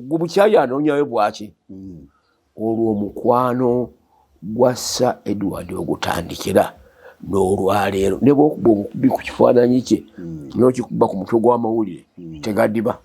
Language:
Ganda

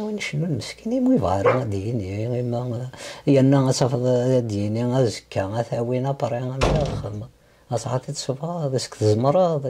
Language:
Kabyle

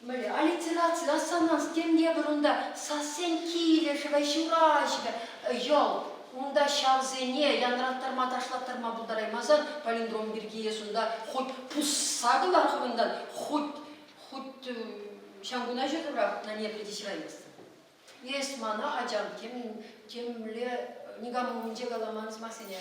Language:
Chuvash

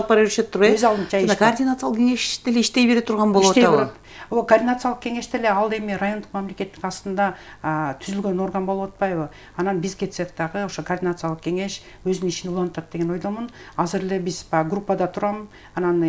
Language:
Kyrgyz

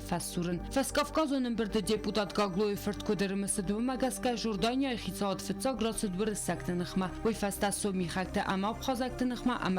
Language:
Ossetic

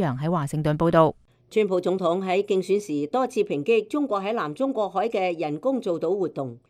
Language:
Cantonese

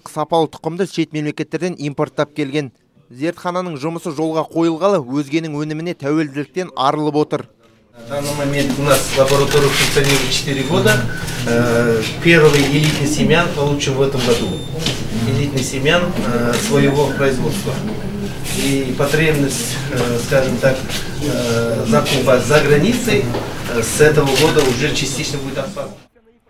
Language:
Kazakh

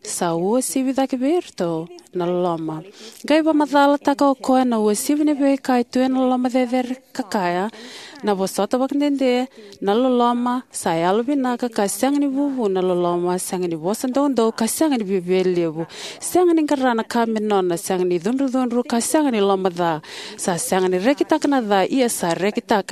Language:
Fijian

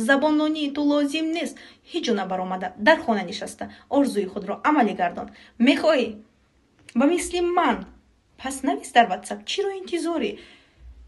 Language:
Tajik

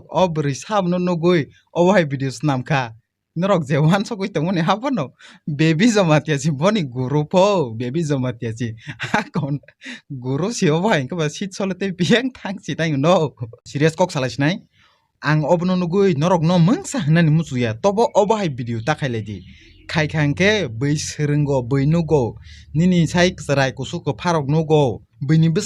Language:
Kok Borok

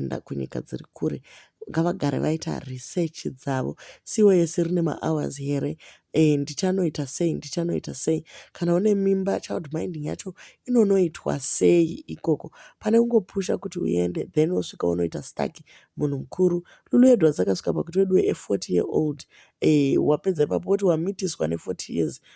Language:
Shona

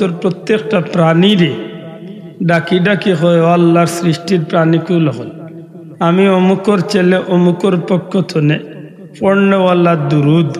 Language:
Sylheti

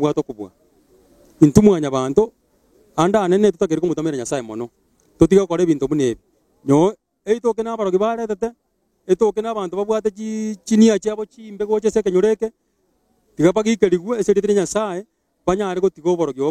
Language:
Gusii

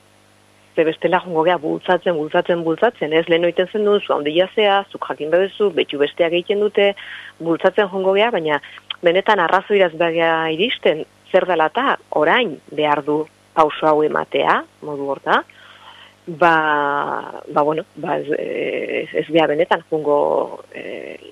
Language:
Basque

